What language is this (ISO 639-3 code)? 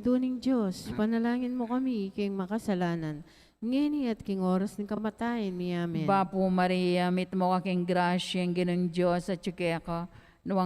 pam